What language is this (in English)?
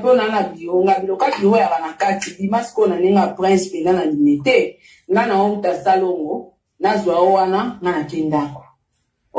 Lingala